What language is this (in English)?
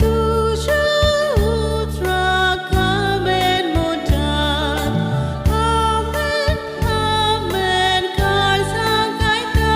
Konkani